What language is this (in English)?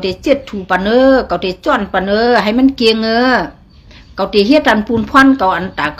Shan